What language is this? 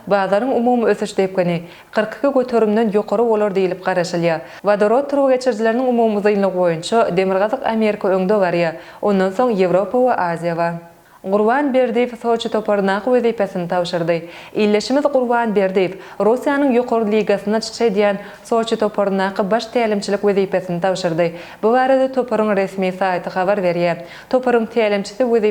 Turkmen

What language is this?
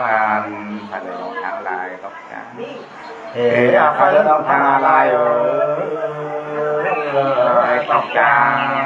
Nung (Viet Nam)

